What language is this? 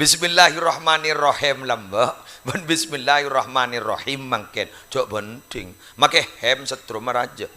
Madurese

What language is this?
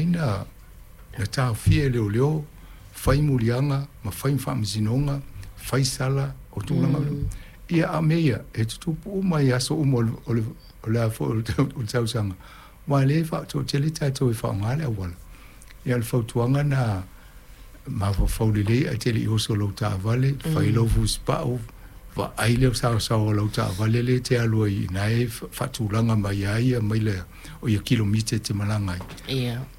Samoan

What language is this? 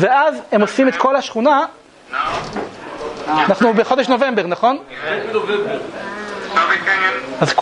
Hebrew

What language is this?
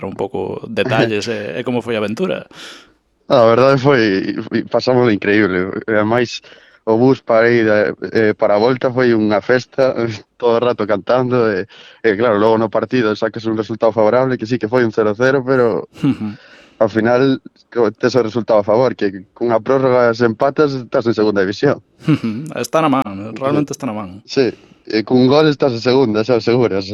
Galician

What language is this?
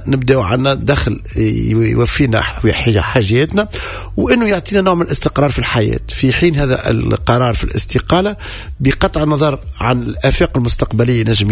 Tunisian Arabic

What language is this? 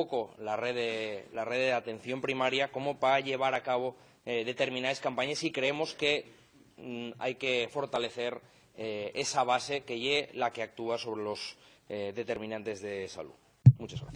Asturian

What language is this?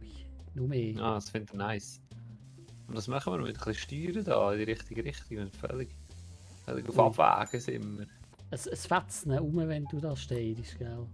Swiss German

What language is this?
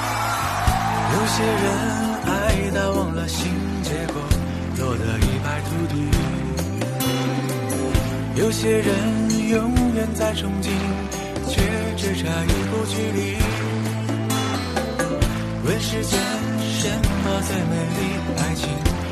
Chinese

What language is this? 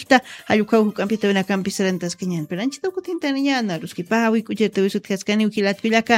Aymara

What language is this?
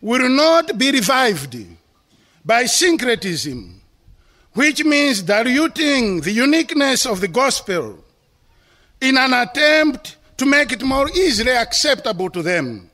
English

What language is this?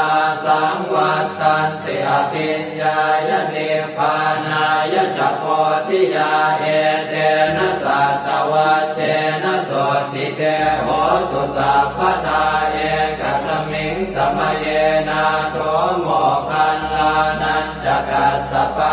Pali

